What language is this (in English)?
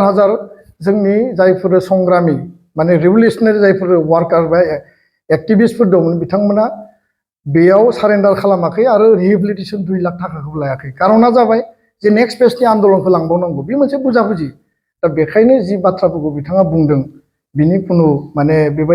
Bodo